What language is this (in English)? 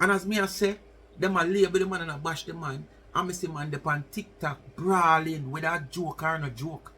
Jamaican Creole English